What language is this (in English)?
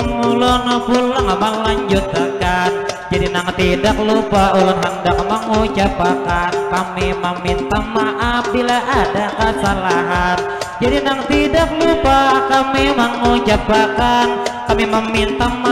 Banjar